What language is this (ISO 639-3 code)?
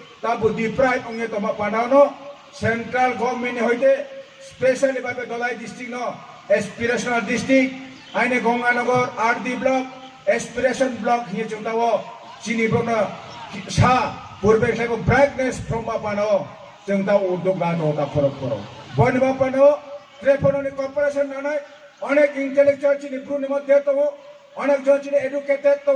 ria